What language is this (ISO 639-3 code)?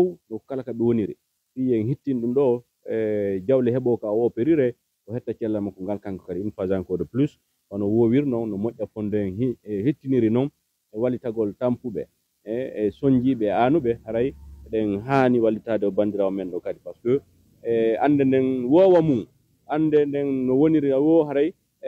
ful